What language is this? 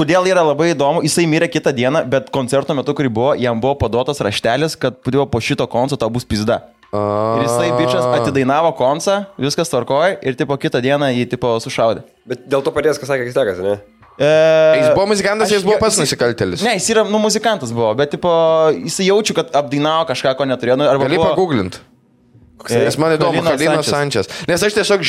Lithuanian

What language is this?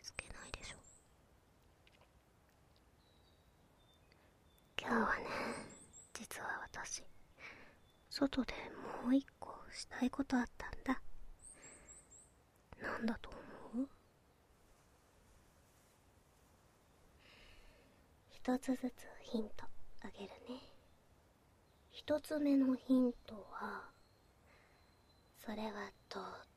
Japanese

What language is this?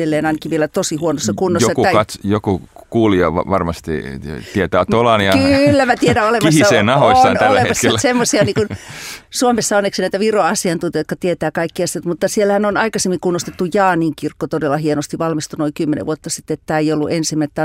Finnish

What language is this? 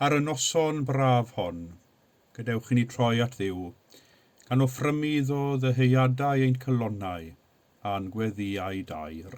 Welsh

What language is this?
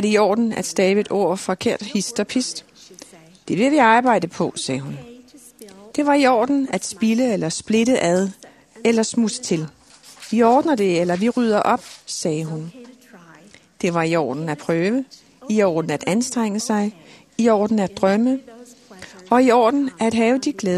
Danish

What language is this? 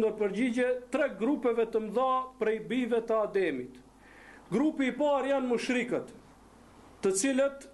Albanian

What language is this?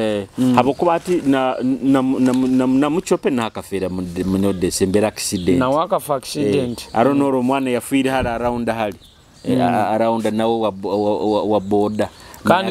Nyoro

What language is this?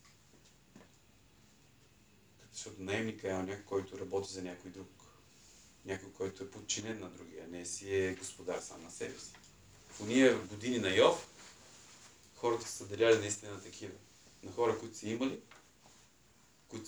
Bulgarian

